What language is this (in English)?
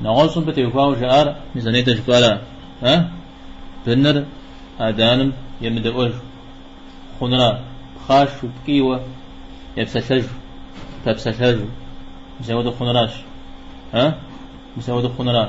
Kabardian